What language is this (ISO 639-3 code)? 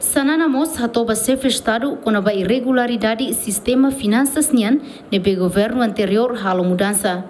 tet